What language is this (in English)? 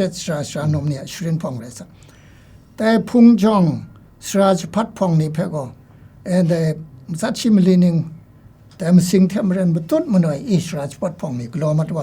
Kachin